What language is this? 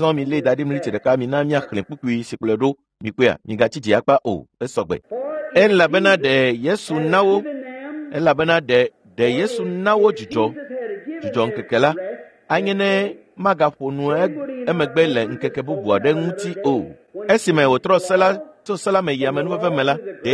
Ewe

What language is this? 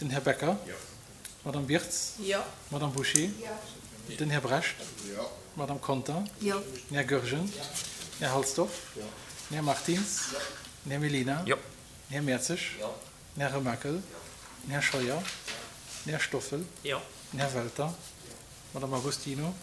Luxembourgish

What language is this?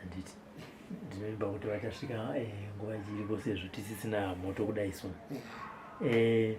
Shona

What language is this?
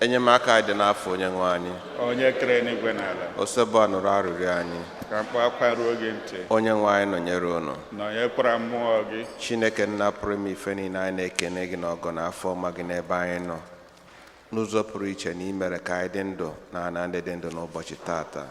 Igbo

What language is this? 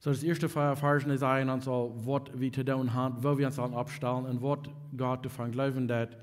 Plautdietsch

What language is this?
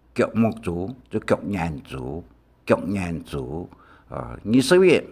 Hakka Chinese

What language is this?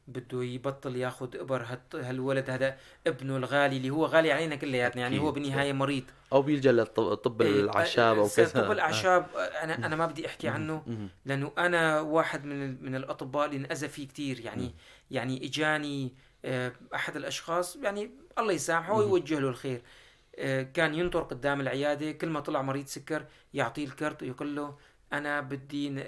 North Levantine Arabic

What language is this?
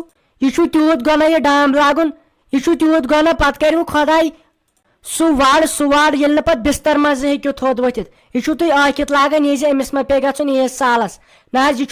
Kashmiri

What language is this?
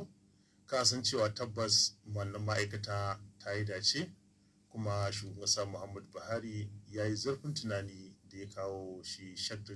Hausa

